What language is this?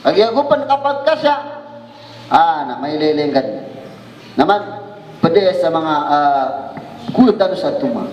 Maranao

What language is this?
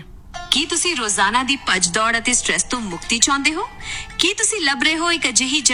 Punjabi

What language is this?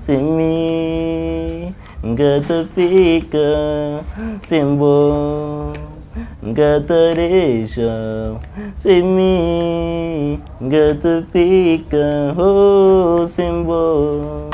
Kabuverdianu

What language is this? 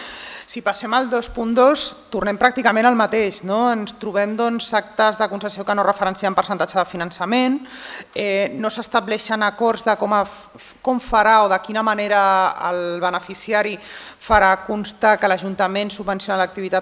Catalan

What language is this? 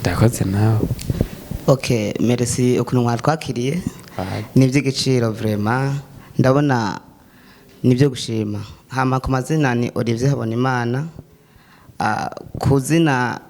Rundi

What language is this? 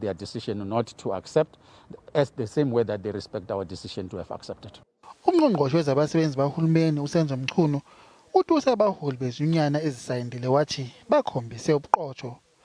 Zulu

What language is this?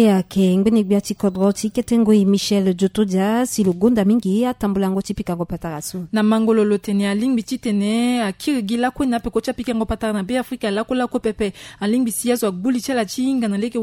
Sango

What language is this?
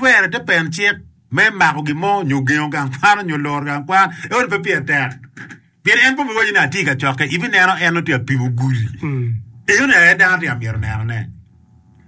Acoli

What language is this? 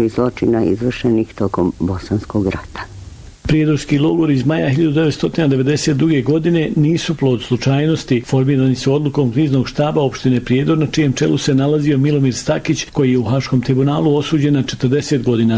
Bosnian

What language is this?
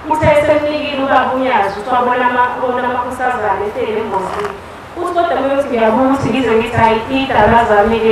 Zulu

